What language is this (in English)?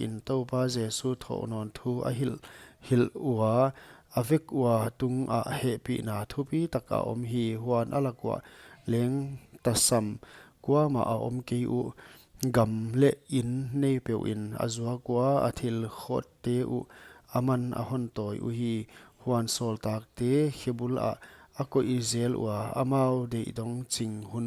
Paite Chin